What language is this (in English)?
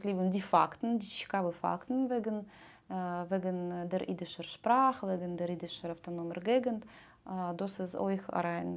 Yiddish